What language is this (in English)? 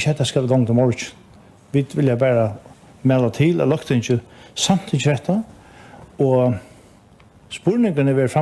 Faroese